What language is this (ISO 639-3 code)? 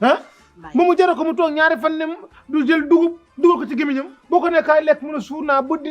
wol